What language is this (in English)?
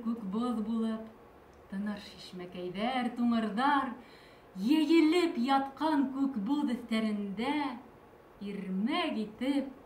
Bashkir